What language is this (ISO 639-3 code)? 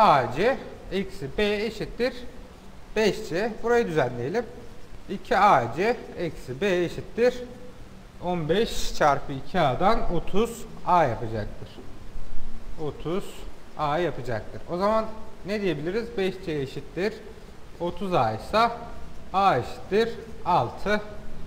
tur